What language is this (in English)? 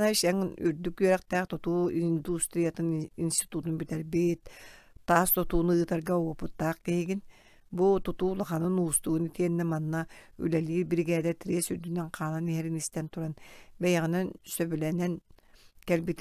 Yakut